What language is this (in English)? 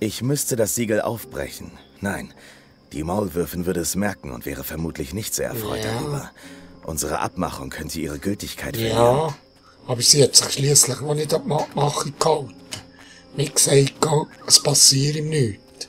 Swiss German